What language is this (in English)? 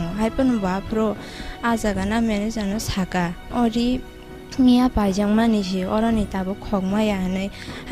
Kok Borok